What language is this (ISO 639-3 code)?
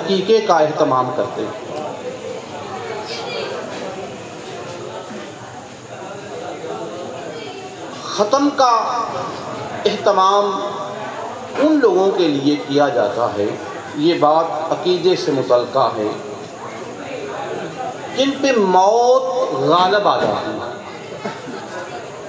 urd